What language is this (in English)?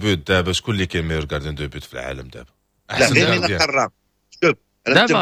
Moroccan Arabic